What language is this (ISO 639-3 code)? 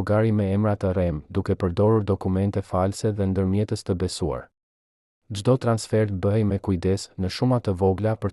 sqi